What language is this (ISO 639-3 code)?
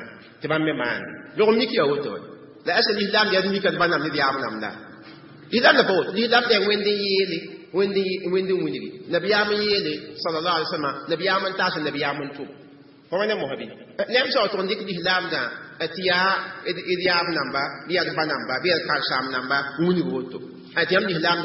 mos